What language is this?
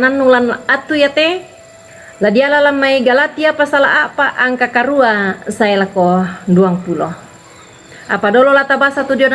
Toraja-Sa'dan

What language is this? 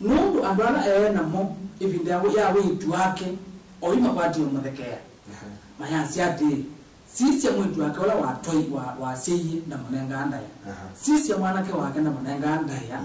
Kamba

